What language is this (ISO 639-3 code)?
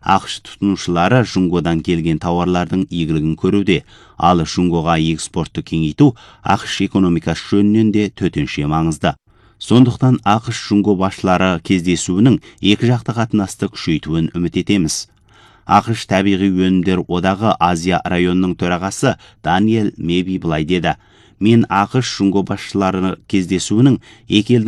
kaz